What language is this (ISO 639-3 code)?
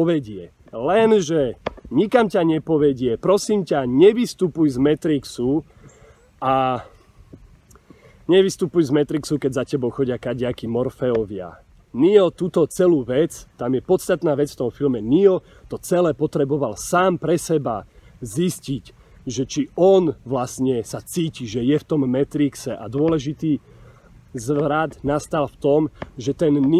slk